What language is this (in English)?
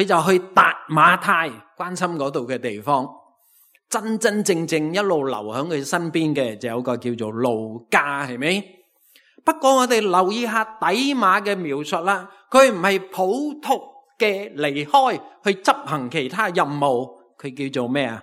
Cantonese